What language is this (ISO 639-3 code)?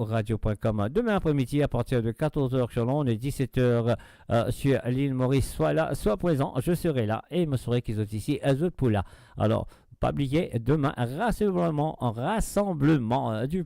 mfe